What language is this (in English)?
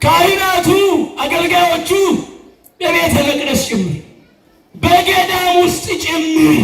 Amharic